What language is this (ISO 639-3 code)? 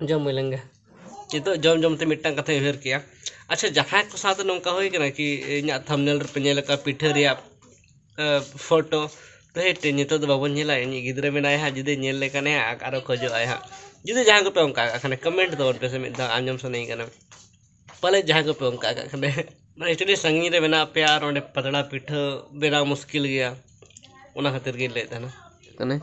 sat